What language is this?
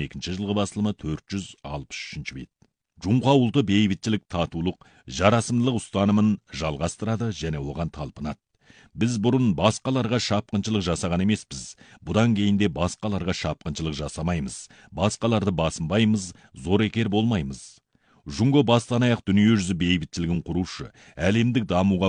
Kazakh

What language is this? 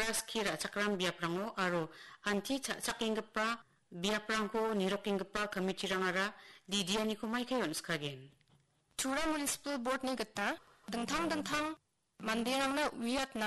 Garo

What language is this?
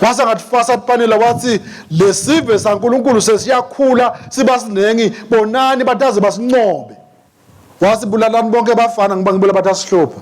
Swati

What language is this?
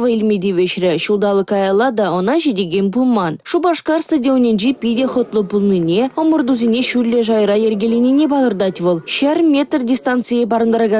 Chuvash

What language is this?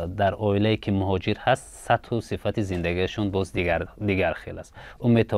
Tajik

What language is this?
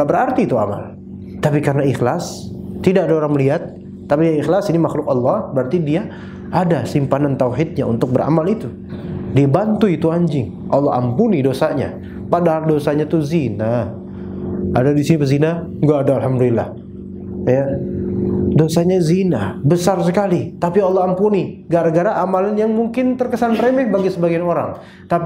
Indonesian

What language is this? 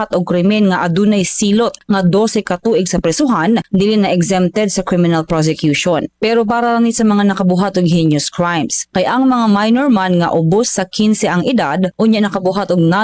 Cebuano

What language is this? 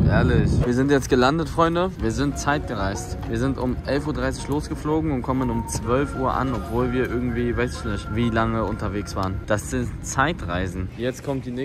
German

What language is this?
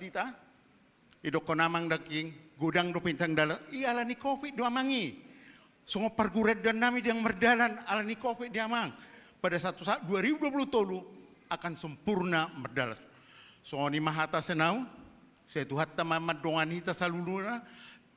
Batak Toba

